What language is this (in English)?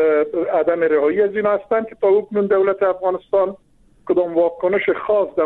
Persian